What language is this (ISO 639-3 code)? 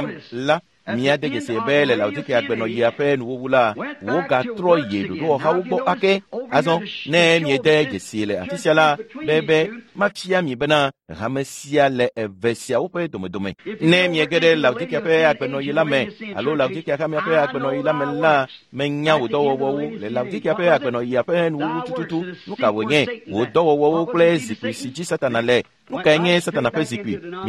ewe